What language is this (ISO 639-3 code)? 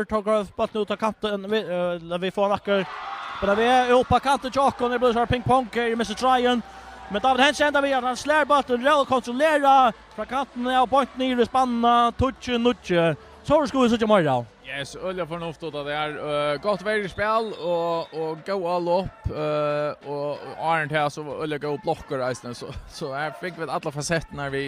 fao